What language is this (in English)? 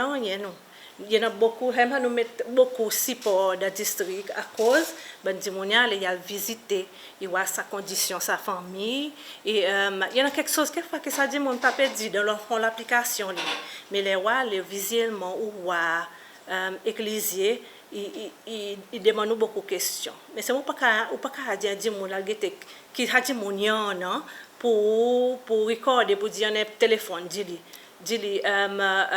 Seselwa Creole French